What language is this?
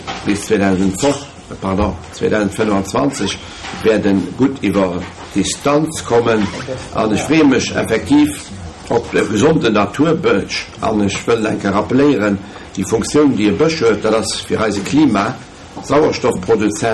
Luxembourgish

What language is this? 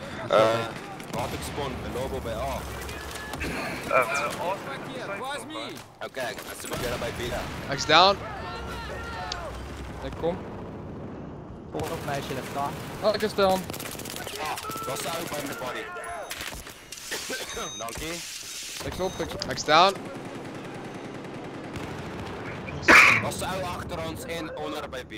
Afrikaans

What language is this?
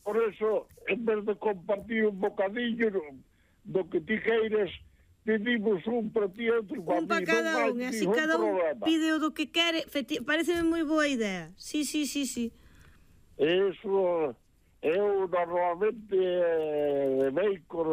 Galician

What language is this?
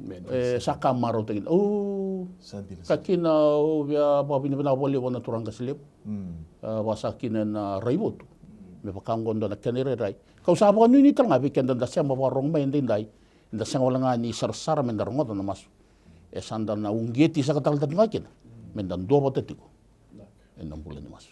Fijian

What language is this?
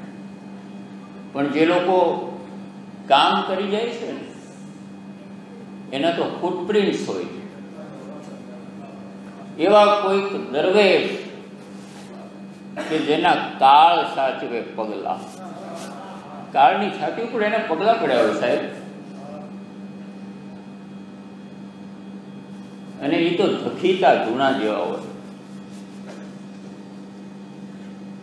Gujarati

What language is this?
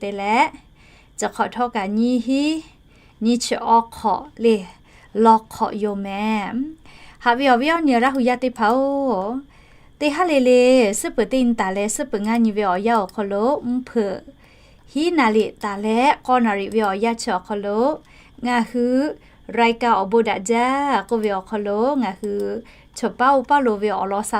Lahu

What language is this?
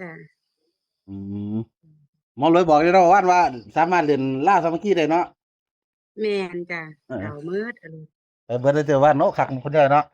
Northeastern Thai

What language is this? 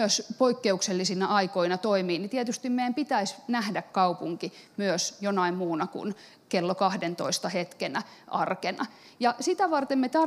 Finnish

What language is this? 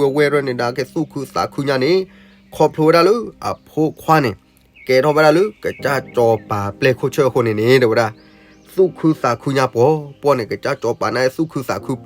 S'gaw Karen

